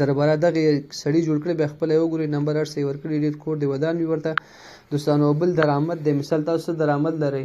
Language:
Pashto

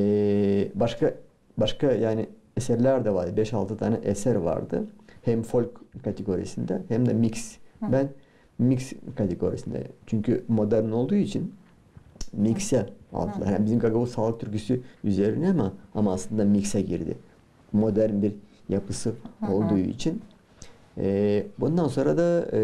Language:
Gagauz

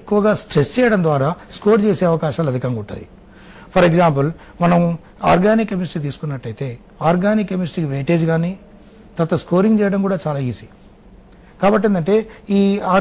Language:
Telugu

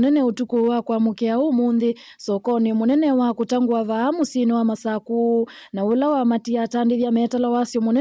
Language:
Kamba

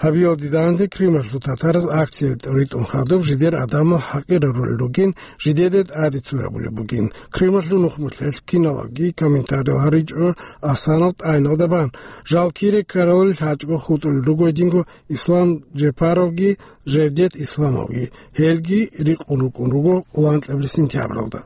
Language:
Avaric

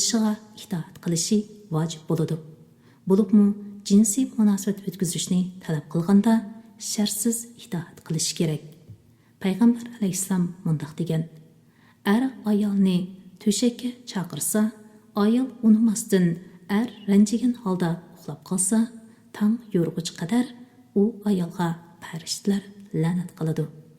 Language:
Uyghur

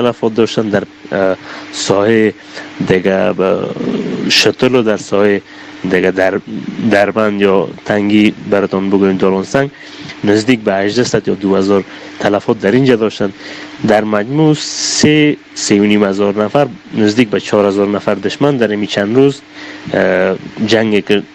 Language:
Persian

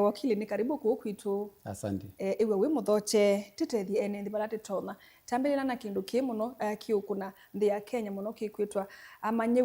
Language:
Kamba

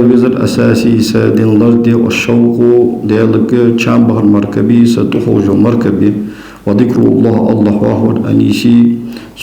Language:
Ingush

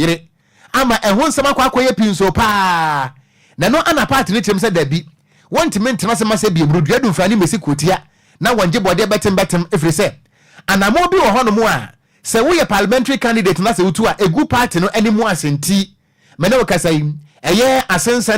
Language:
Akan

